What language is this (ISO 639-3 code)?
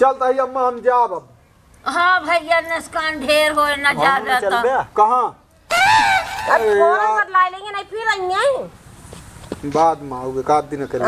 awa